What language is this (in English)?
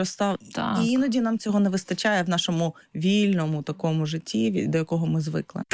Ukrainian